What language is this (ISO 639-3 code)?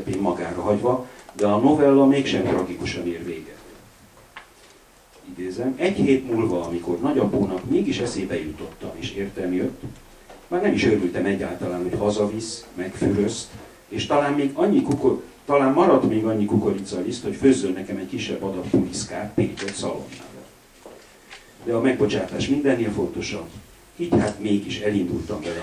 hun